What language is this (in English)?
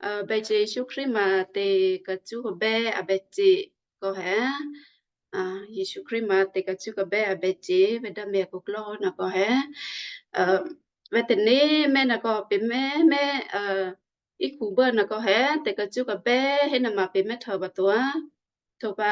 Western Kayah